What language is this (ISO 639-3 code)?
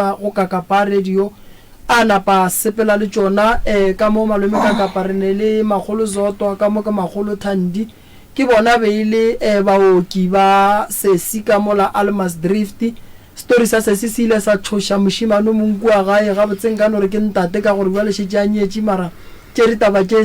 nso